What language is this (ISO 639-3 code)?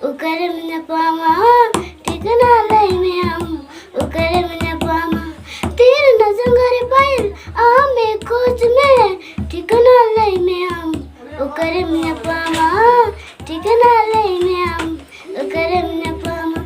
sat